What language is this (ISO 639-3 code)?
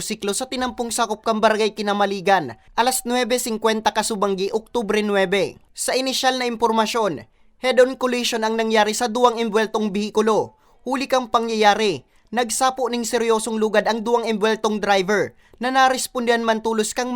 bik